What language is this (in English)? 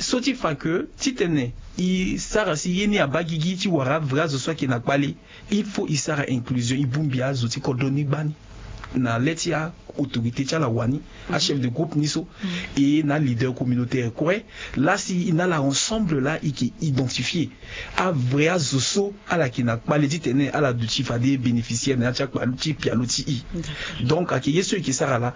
Sango